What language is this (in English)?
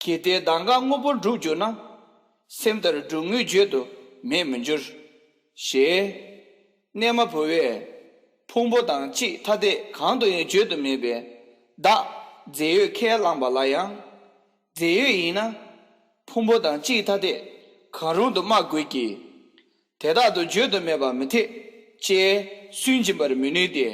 Tibetan